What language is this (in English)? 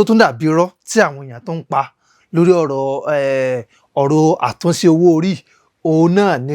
Yoruba